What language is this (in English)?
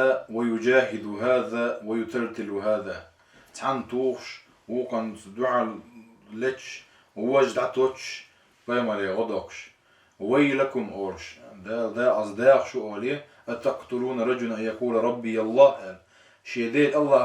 Chechen